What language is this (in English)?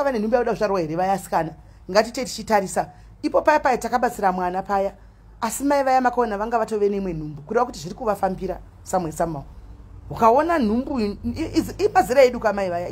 Shona